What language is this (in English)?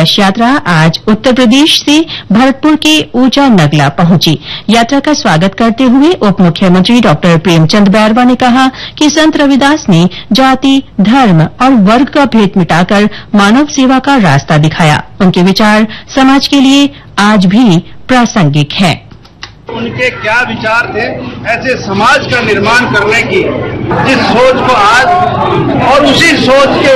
Hindi